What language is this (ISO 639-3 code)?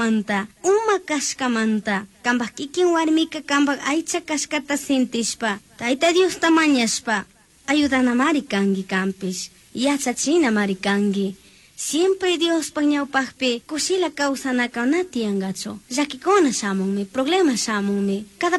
qug